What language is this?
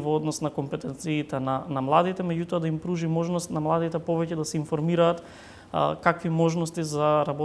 Macedonian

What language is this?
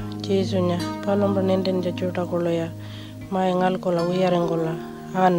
Pitjantjatjara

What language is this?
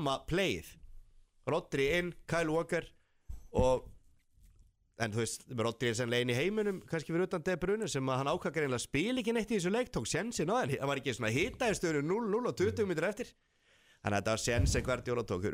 Icelandic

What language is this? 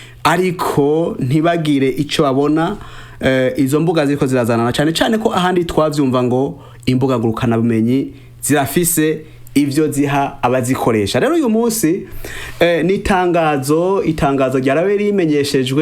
Rundi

